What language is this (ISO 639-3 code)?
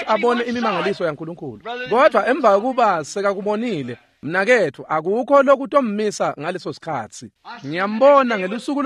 ssw